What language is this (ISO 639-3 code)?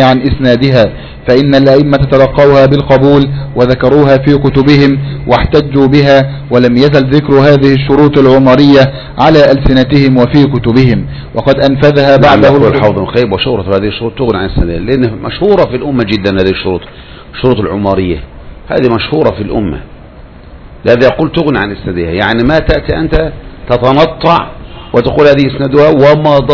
ara